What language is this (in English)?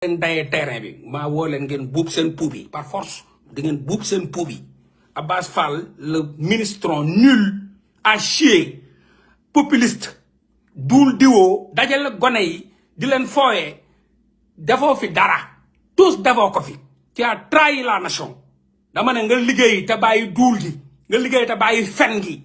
Wolof